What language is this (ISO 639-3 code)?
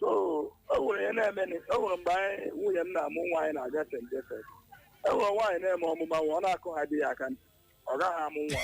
ibo